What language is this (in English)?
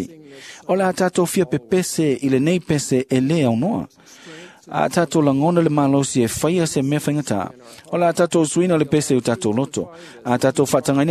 Samoan